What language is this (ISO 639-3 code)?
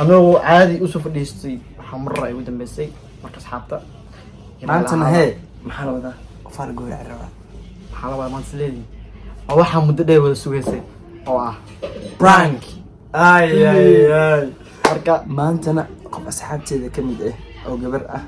som